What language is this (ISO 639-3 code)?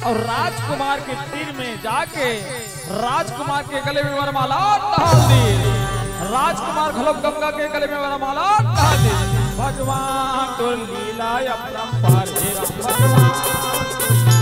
hne